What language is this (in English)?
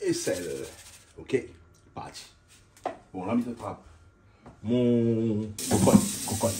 Réunion Creole French